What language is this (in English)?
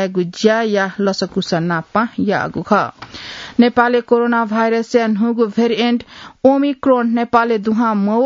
Newari